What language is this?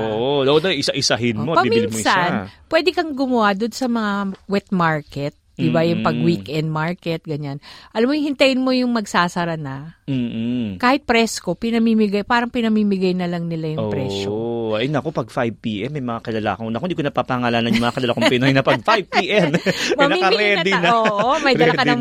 Filipino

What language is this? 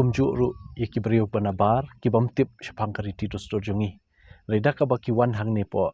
Khasi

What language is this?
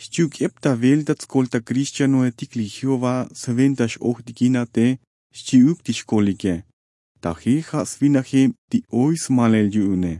Tzotzil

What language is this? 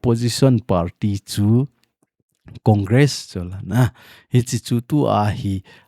Thado Chin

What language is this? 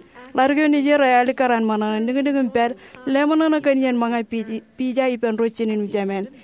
Marshallese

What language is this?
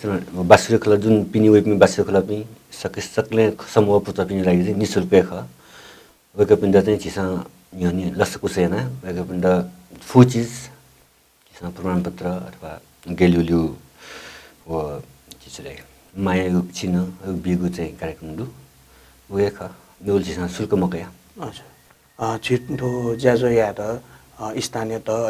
Newari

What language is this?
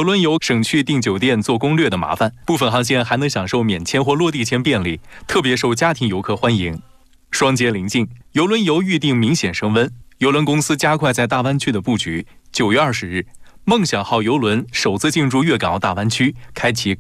Chinese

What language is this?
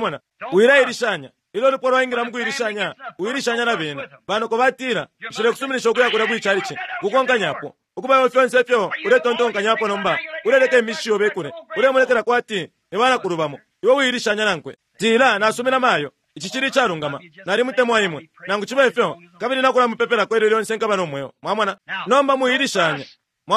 Bemba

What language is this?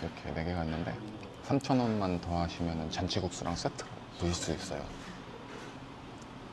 Korean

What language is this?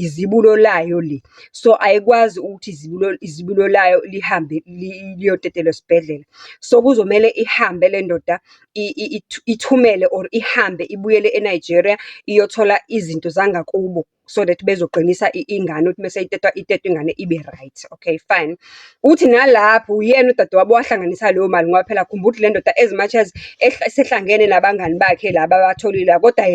Zulu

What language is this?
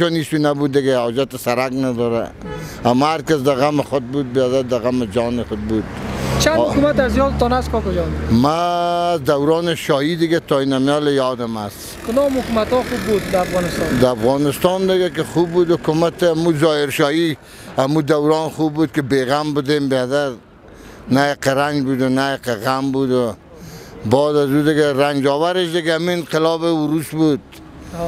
Persian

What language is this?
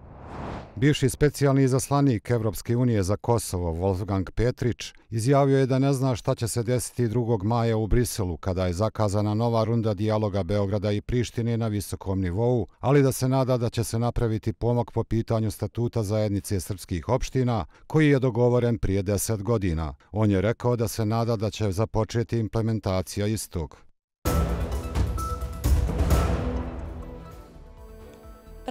Bosnian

